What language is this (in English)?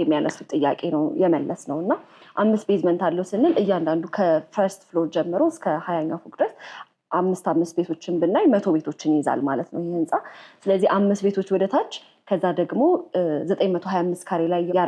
Amharic